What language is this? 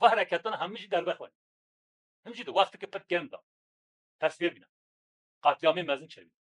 Kurdish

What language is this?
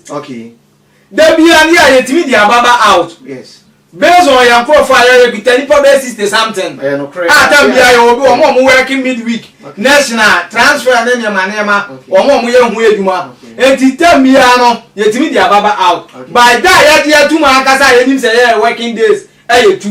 Akan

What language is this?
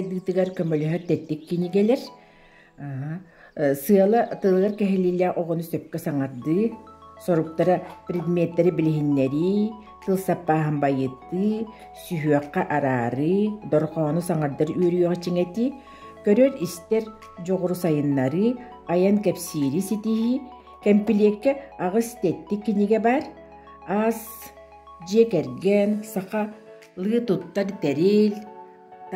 Yakut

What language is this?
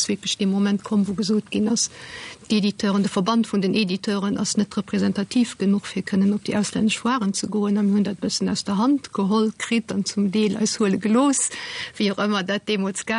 Luxembourgish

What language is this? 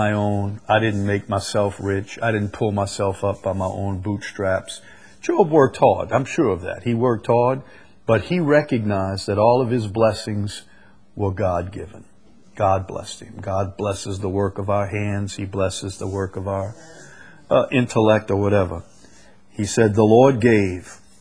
English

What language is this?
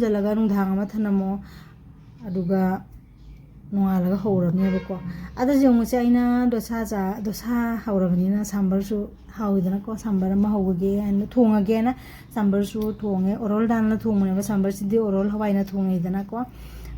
Manipuri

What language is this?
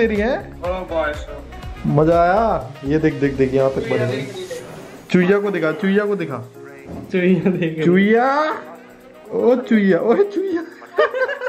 Hindi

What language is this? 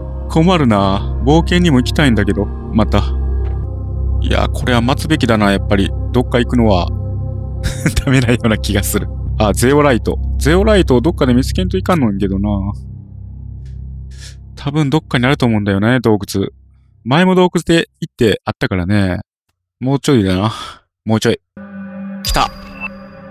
Japanese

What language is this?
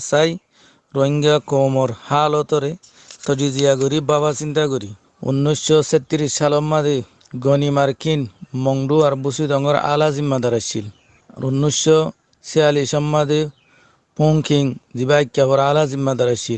Rohingya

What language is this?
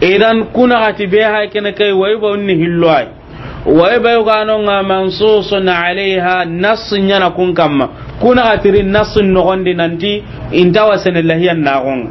Soninke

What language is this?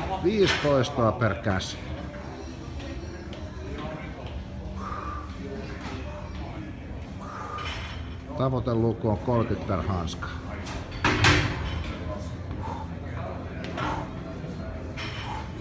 Finnish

